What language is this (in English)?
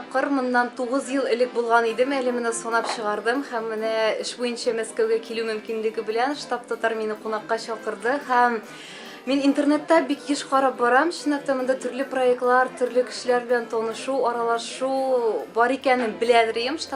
Tatar